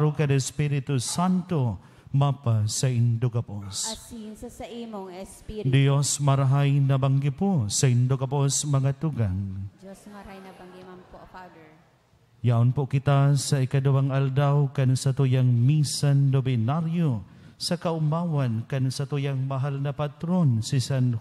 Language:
Bikol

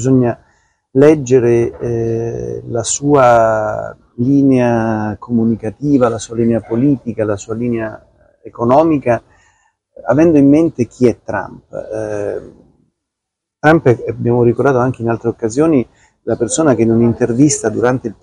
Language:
Italian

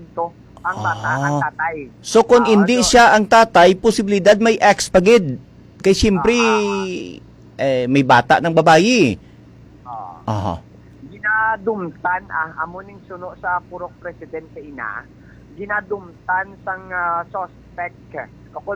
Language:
Hiligaynon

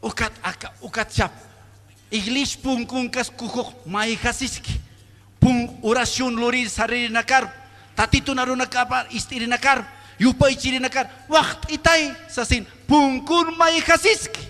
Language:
Aymara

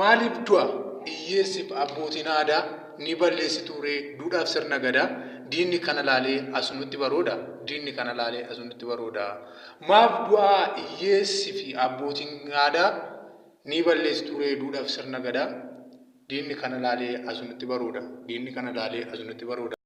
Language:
Oromo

